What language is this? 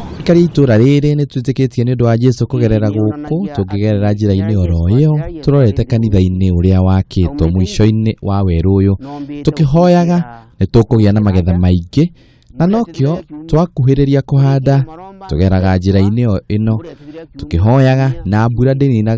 Kikuyu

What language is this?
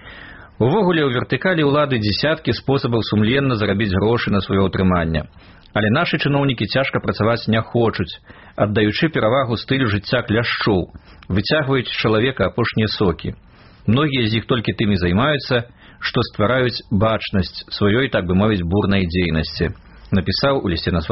Belarusian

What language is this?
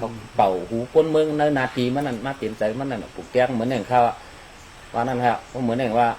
Shan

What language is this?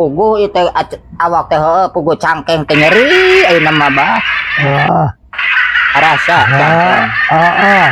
Sundanese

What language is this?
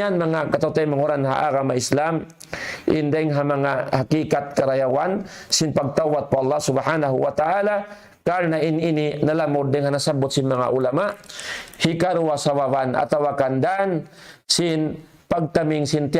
Tausug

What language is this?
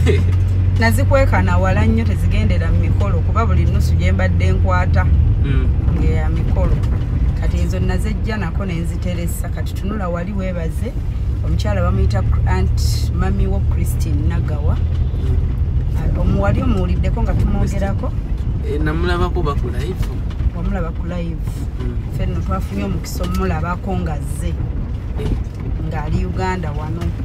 Ganda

